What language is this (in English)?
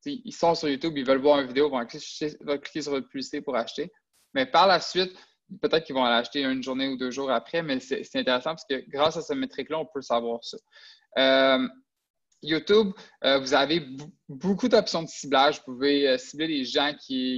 French